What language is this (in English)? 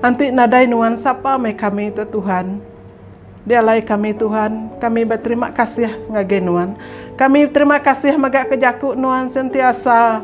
Iban